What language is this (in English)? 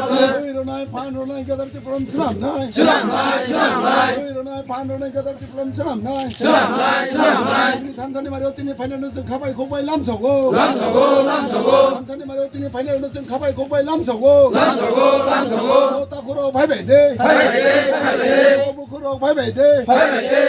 Kok Borok